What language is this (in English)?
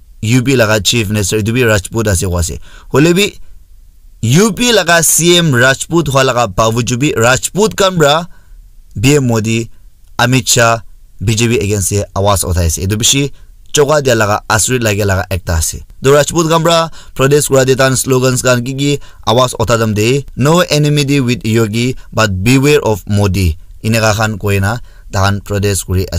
Naga Pidgin